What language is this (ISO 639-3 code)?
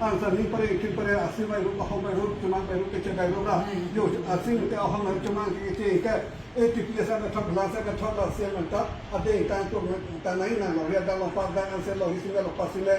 mjw